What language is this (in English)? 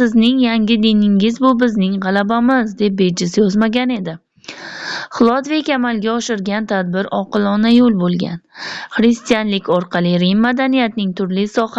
Uzbek